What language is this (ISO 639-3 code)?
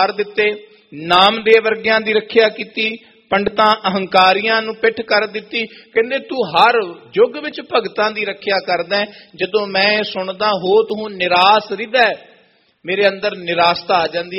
pan